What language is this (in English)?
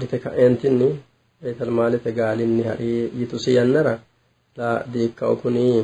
Sidamo